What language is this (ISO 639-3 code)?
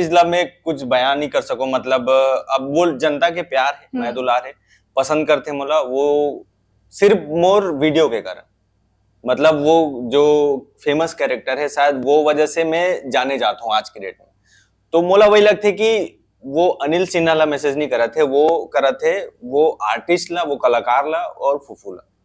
hne